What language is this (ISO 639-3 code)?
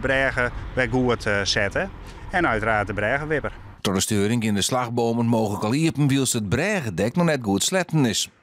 fry